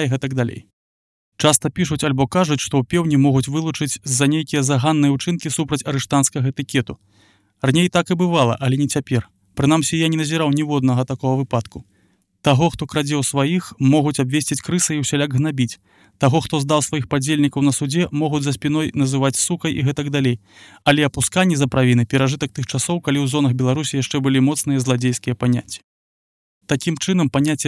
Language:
Belarusian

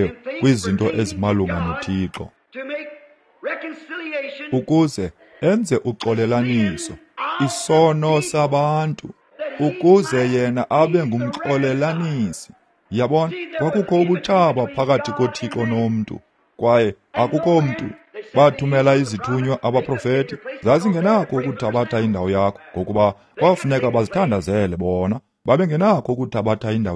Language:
Xhosa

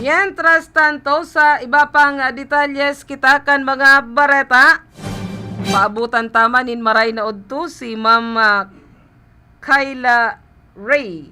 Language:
Bikol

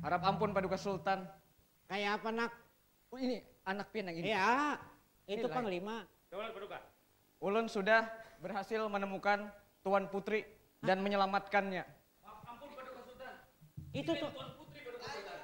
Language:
Banjar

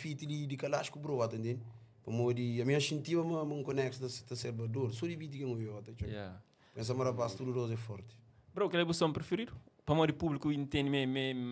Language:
Kabuverdianu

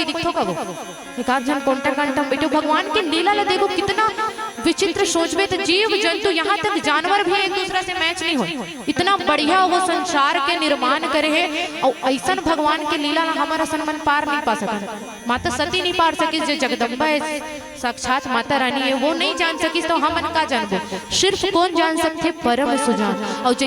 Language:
Chhattisgarhi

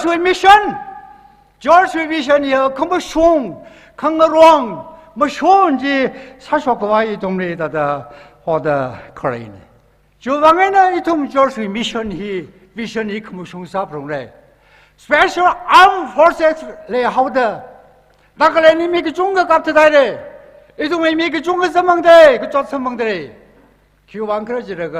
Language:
Tangkhul Naga (India)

